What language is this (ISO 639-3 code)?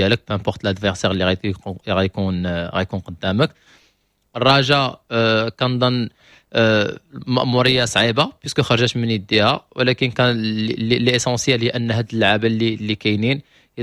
ary